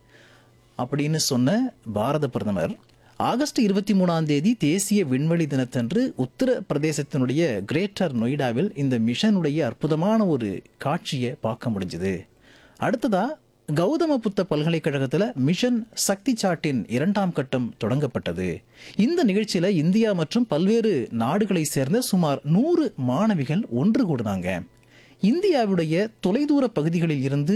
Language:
Tamil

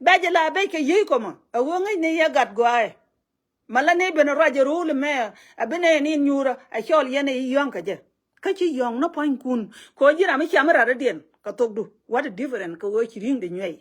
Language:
Nuer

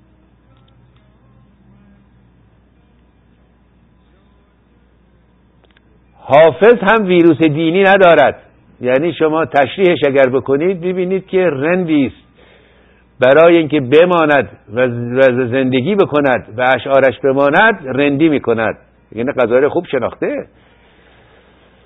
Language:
Persian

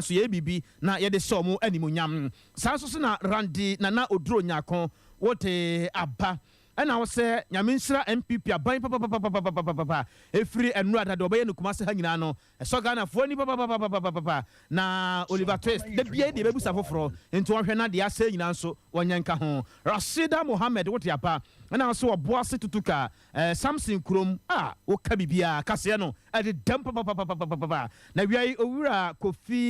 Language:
Akan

